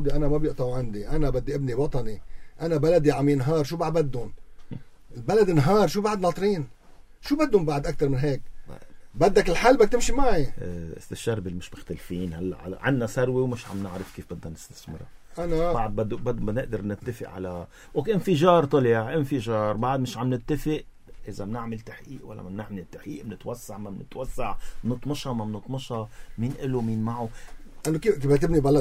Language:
North Levantine Arabic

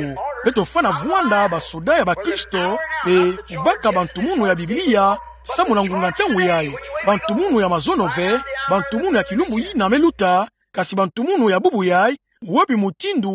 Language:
Kituba (Democratic Republic of Congo)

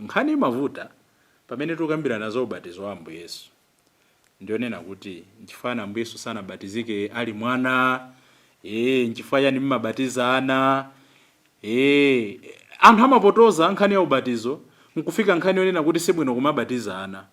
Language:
Nyanja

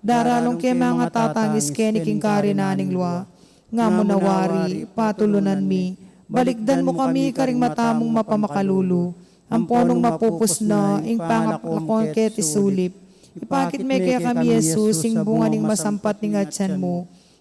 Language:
Pampanga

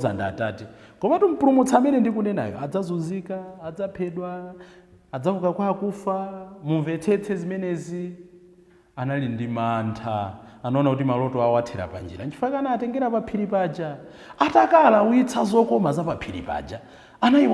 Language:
Nyanja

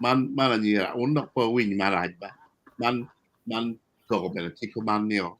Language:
Acoli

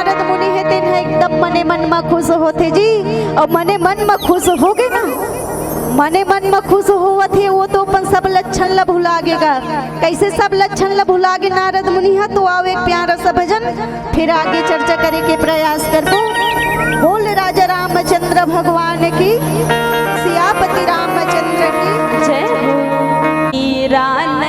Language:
Chhattisgarhi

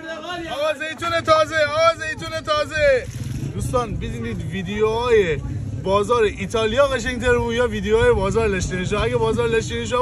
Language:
Gilaki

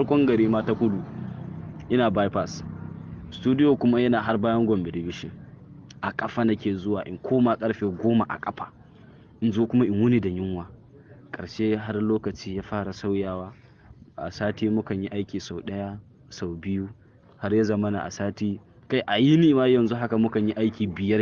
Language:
Hausa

